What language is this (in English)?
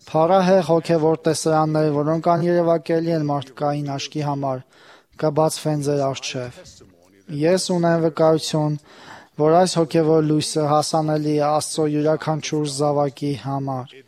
Armenian